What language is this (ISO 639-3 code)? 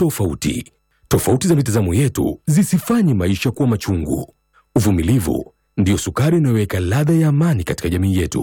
swa